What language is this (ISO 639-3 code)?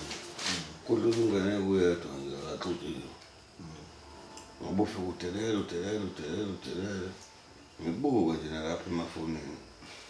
zul